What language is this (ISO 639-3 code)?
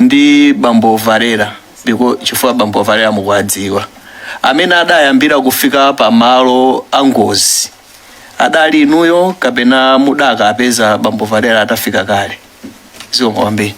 nya